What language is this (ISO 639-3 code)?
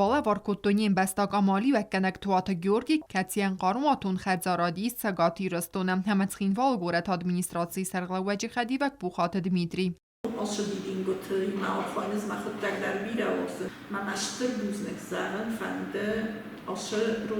oss